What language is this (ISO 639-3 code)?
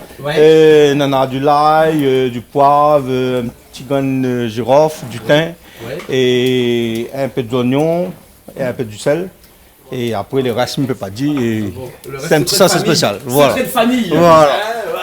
rcf